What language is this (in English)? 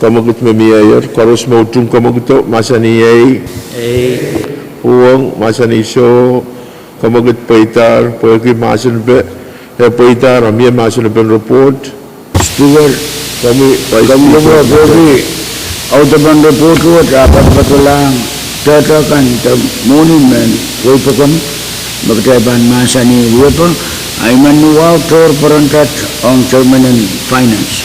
Pohnpeian